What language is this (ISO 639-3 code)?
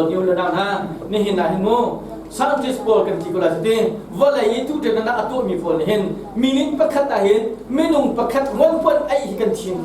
cnh